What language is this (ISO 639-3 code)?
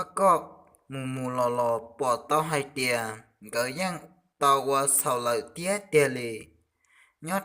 hmn